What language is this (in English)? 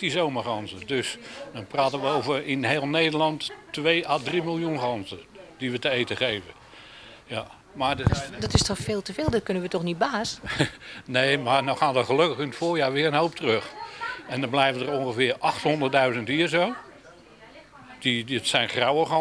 Dutch